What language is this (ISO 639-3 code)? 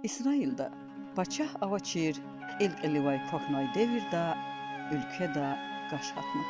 lez